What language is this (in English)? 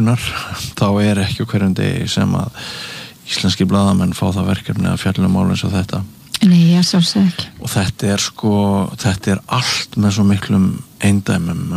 Icelandic